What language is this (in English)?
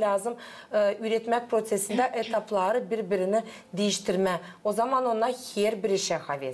Gagauz